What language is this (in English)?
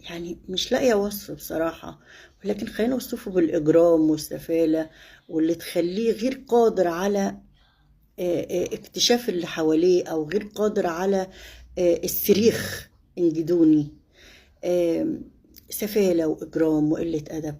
Egyptian Arabic